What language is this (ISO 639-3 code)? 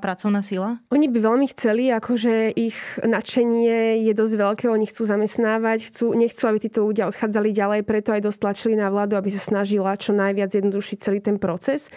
slk